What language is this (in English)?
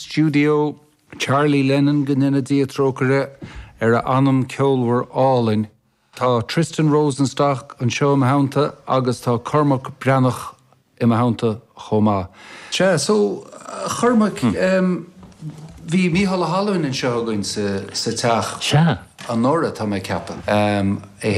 Irish